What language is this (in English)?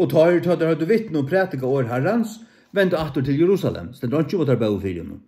Faroese